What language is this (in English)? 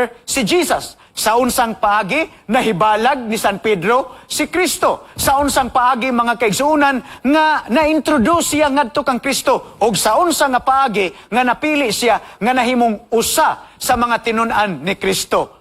Cebuano